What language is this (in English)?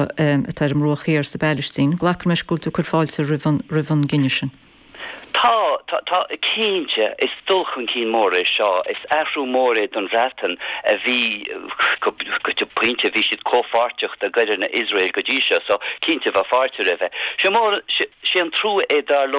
Irish